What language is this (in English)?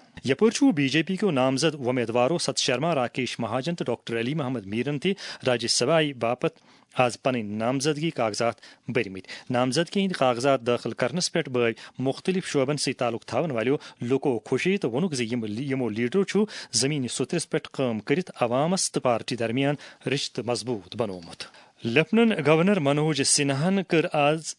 Kashmiri